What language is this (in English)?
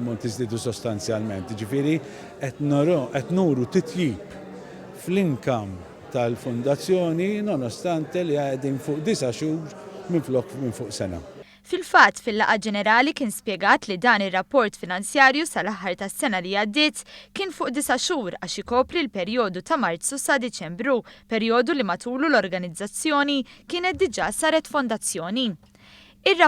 Maltese